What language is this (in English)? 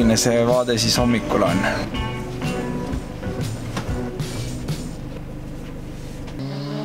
Estonian